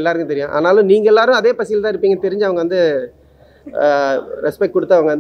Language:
Tamil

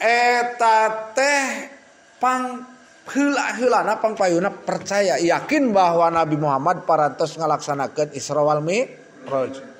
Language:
Sundanese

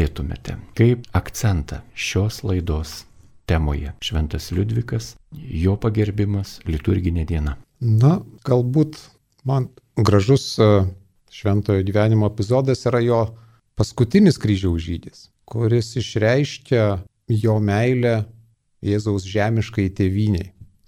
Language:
Lithuanian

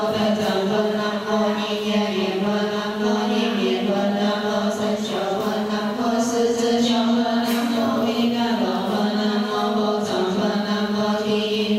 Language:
Chinese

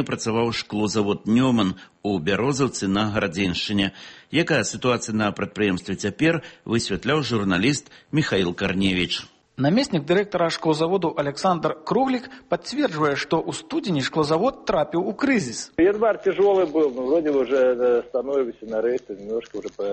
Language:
Belarusian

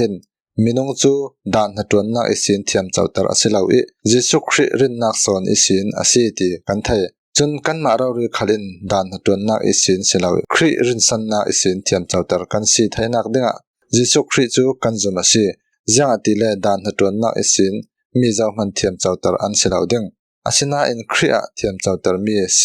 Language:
Falam Chin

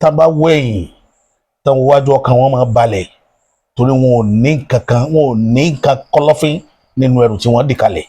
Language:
Yoruba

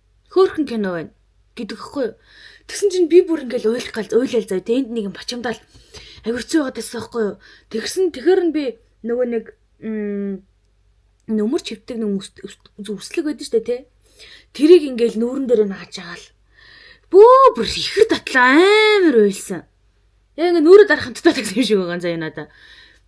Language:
Mongolian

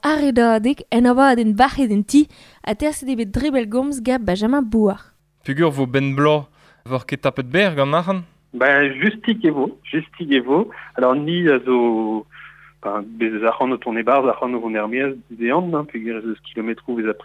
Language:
Breton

